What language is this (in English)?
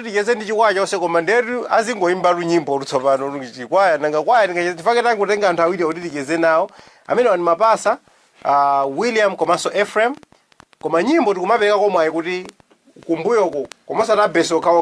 Nyanja